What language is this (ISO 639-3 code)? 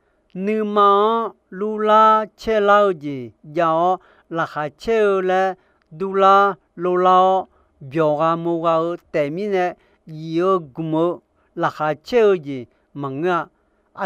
ahk